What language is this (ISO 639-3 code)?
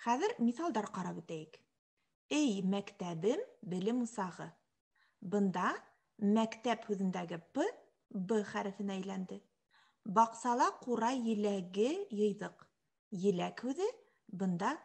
bak